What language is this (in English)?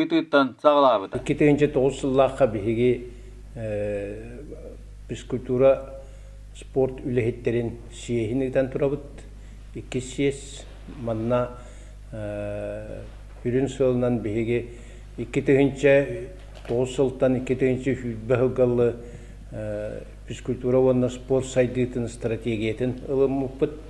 Yakut